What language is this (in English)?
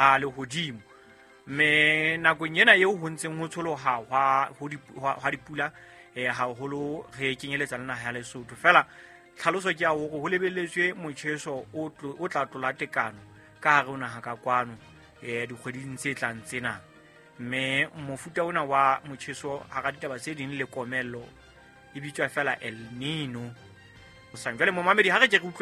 Southern Sotho